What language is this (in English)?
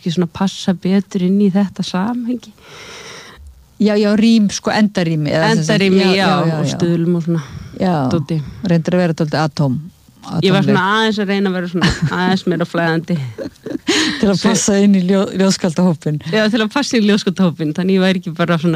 Icelandic